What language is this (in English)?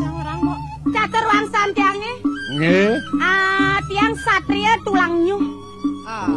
Balinese